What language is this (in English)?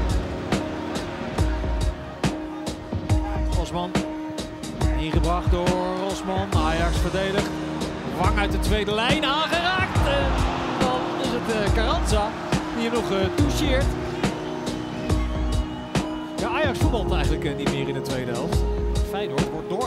Dutch